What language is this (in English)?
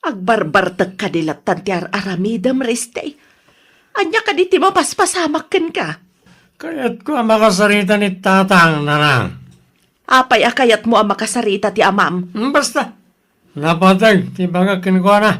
Iloko